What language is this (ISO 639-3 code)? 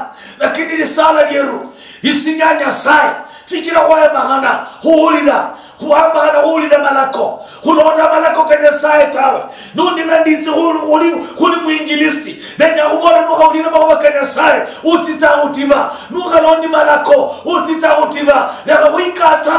luy